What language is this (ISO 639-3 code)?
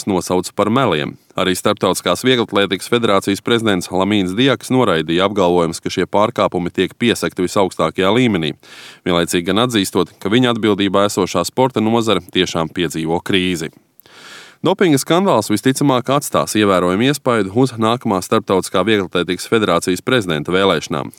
lav